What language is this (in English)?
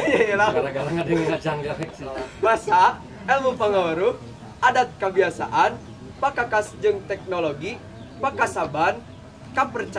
Sundanese